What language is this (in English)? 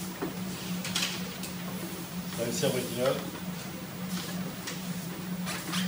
French